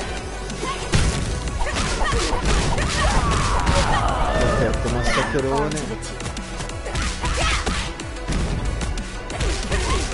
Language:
Italian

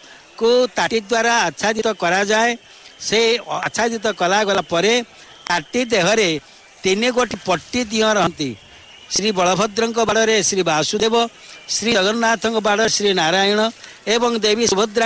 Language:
Odia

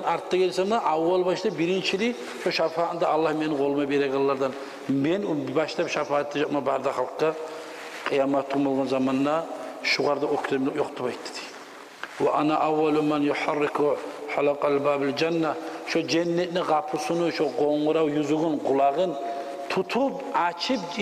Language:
Kumyk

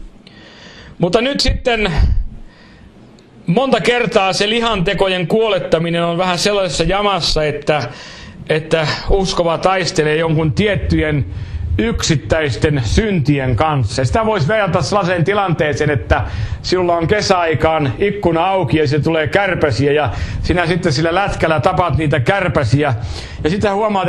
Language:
Finnish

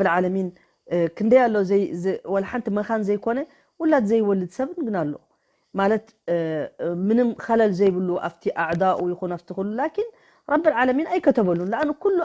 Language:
Tigrinya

